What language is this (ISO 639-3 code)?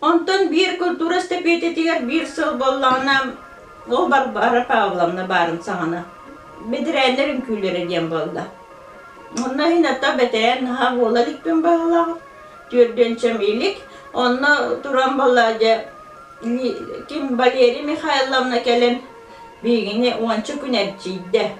sah